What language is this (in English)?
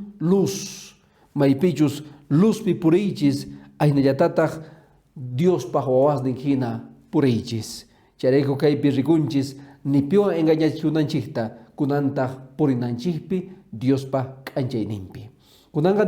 Quechua